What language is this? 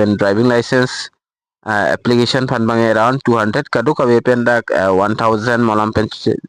Karbi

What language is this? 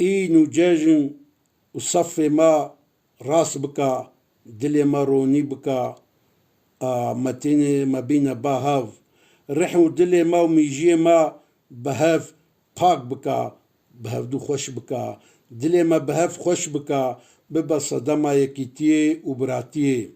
Kurdish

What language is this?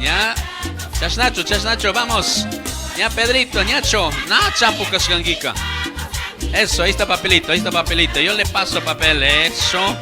Chimborazo Highland Quichua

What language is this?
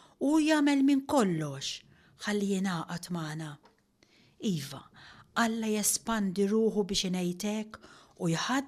Maltese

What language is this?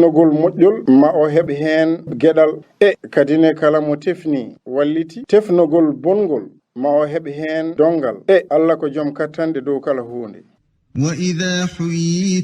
Fula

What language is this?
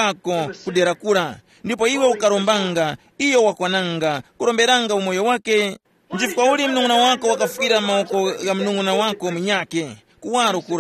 Tumbuka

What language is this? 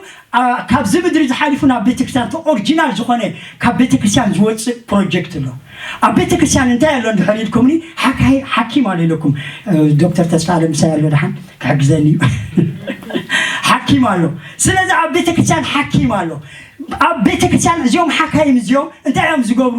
Tigrinya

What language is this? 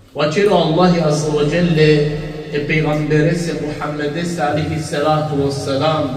Balkan Romani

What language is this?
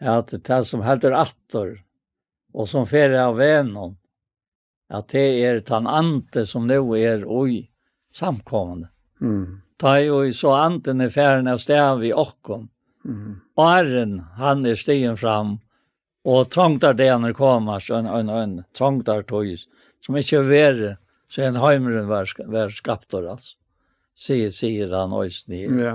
Faroese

